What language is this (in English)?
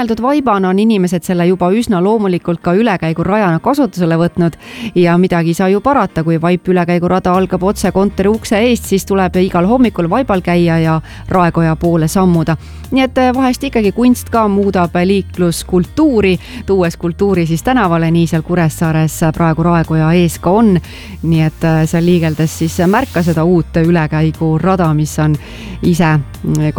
Estonian